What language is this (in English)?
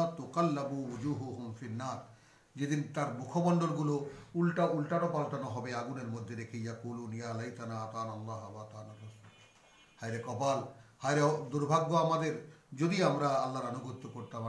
Bangla